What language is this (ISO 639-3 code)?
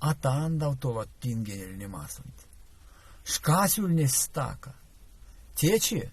myv